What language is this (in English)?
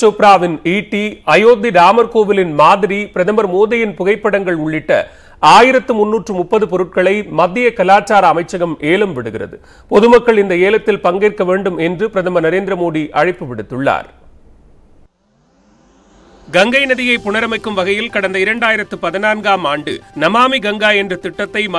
Tamil